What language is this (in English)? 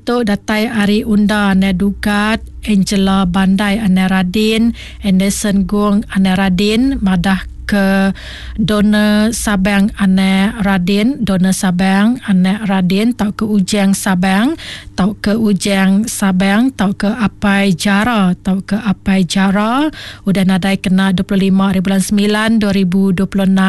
Iban